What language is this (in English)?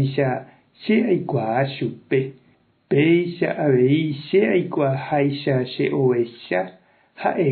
Guarani